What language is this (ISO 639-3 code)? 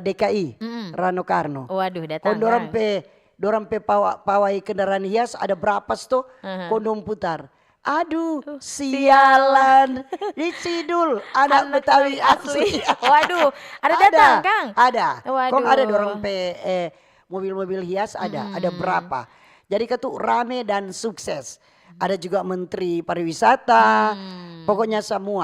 xmm